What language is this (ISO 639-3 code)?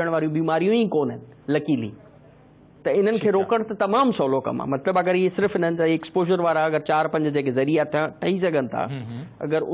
snd